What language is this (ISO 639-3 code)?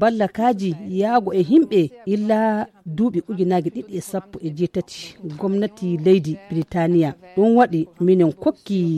ful